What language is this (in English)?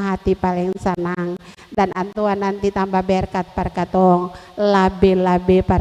Ambonese Malay